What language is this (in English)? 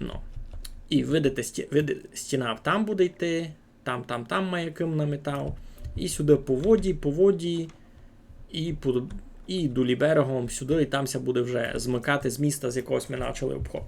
Rusyn